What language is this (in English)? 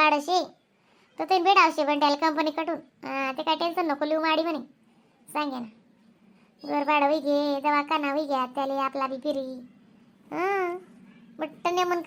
Khandesi